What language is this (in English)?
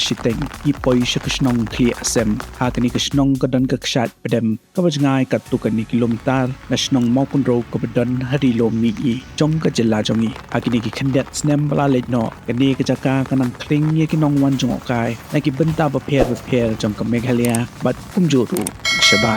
Khasi